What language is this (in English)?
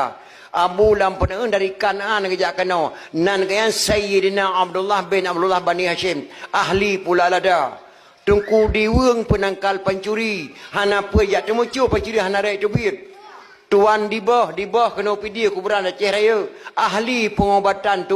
Achinese